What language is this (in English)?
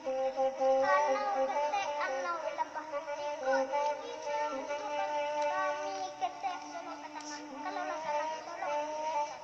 Minangkabau